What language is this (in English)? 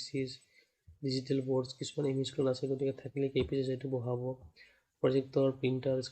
Assamese